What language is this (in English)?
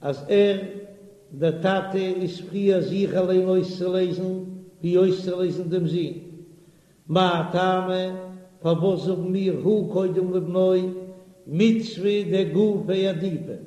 Yiddish